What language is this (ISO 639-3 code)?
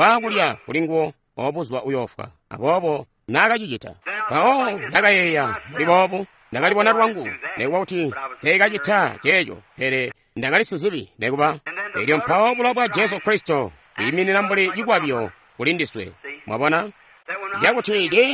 toi